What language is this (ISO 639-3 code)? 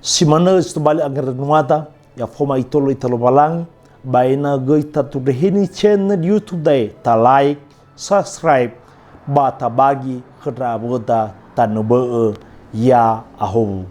nia